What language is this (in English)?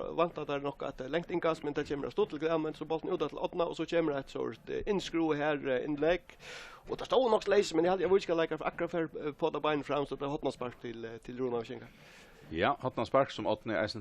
Faroese